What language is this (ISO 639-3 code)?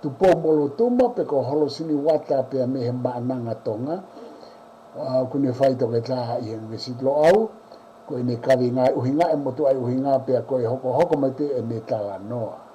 ton